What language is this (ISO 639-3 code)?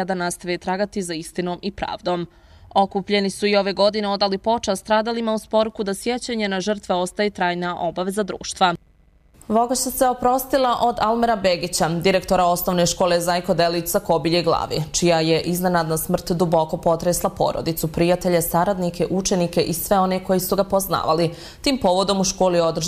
bos